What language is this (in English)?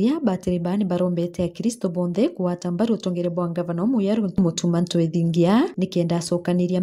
Meru